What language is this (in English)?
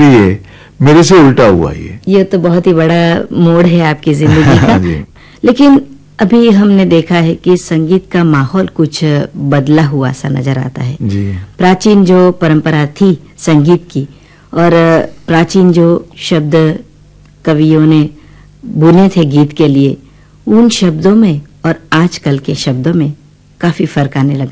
Hindi